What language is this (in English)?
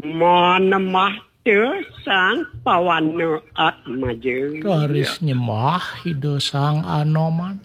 Balinese